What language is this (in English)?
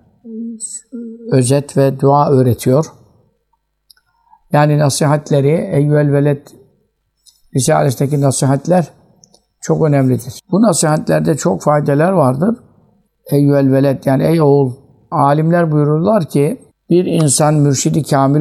Turkish